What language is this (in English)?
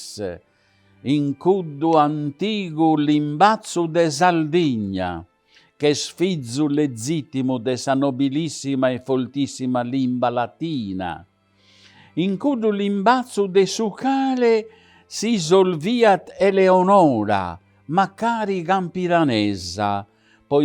Sardinian